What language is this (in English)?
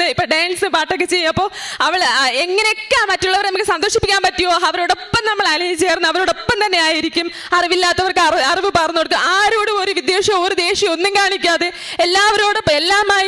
Malayalam